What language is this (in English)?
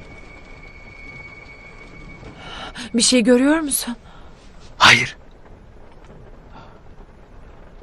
Turkish